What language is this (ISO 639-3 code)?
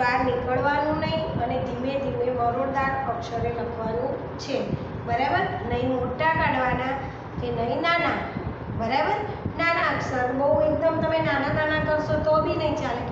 guj